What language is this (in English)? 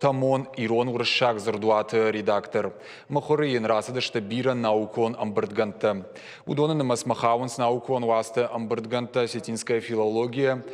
Ossetic